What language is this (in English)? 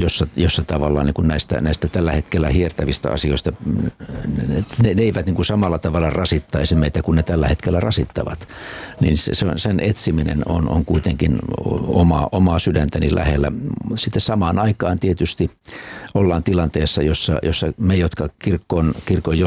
Finnish